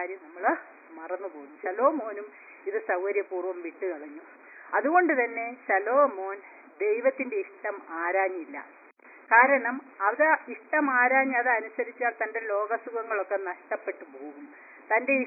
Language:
Malayalam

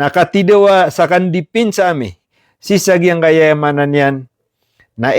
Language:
Maranao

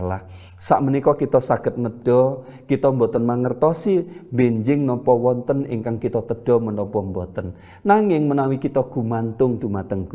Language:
Javanese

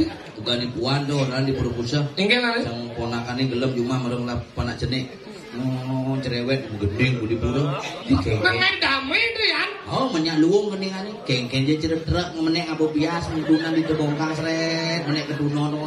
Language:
Balinese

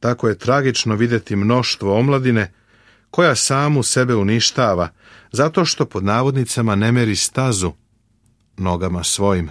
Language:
Serbian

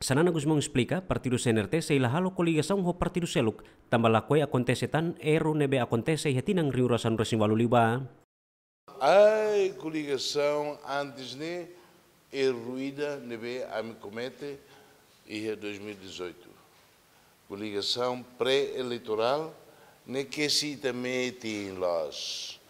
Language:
Tetum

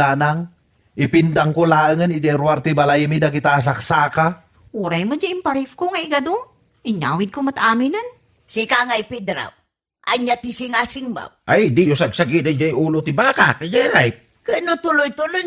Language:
Iloko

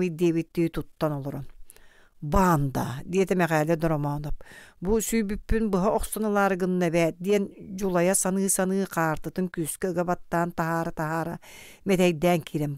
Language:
Yakut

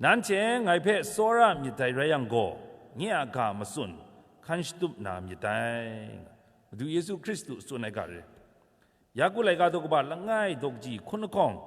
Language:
Kachin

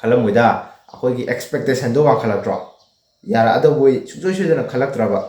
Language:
Manipuri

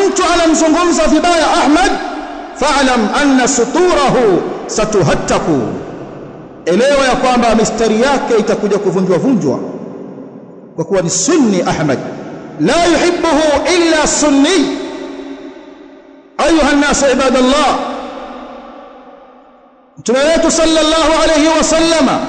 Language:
Swahili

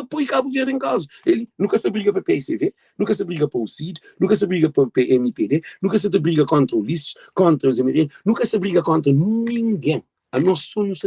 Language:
Kabuverdianu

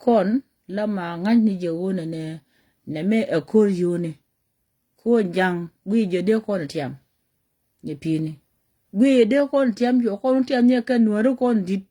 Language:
Nuer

